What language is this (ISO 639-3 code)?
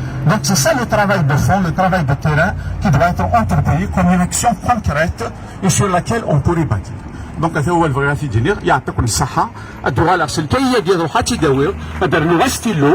kab